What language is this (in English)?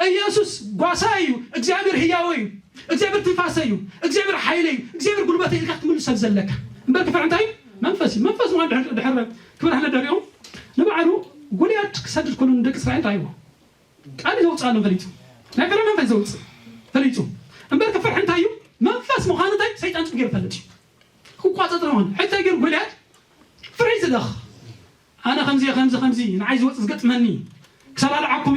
Tigrinya